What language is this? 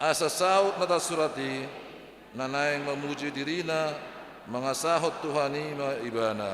Batak Toba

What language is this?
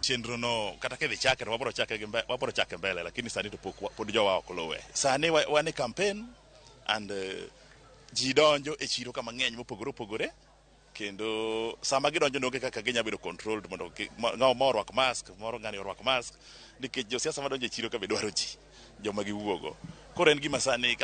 Luo (Kenya and Tanzania)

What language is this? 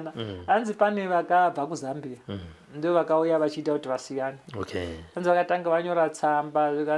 Shona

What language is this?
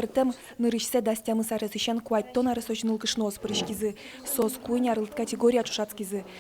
Udmurt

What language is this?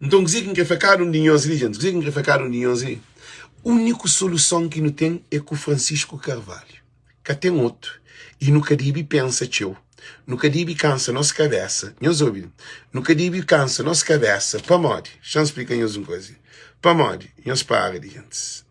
Kabuverdianu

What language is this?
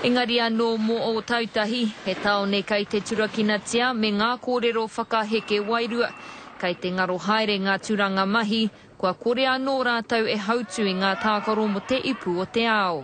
Māori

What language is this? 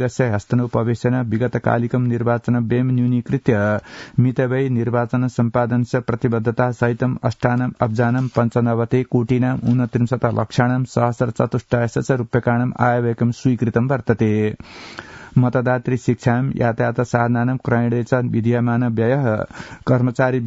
Sanskrit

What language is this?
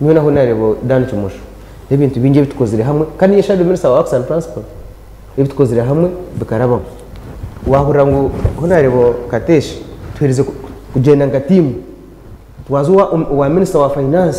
Nyankole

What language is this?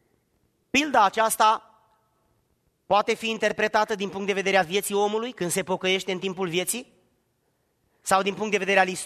Romanian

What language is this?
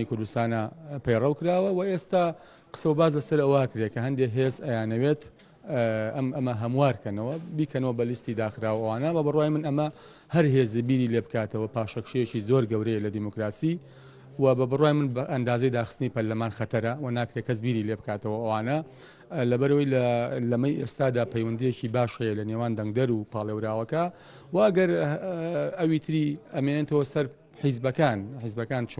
Central Kurdish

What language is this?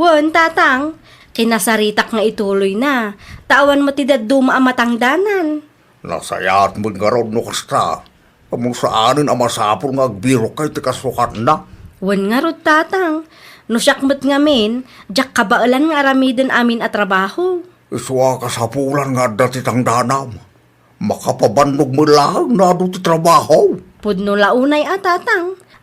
Iloko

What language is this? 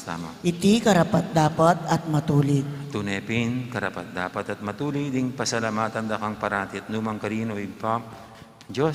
Pampanga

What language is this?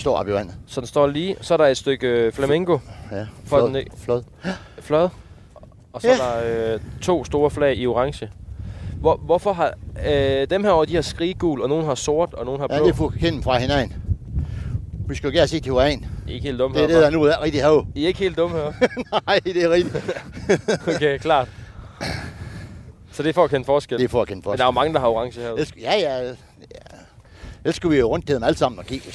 Danish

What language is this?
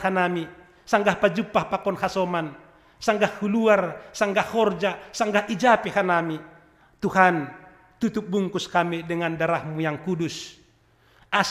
Batak Simalungun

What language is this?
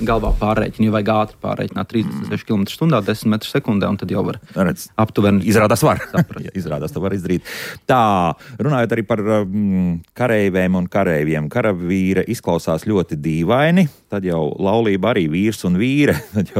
Latvian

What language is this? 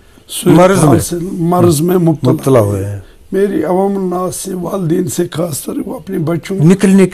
Urdu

